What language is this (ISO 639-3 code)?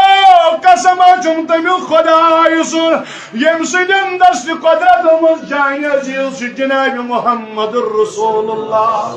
kas